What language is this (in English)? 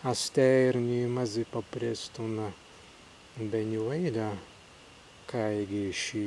Prussian